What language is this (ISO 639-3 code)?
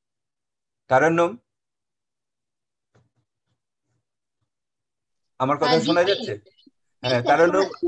ben